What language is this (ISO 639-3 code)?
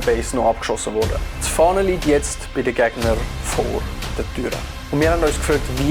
gsw